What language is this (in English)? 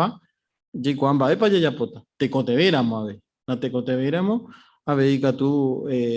Guarani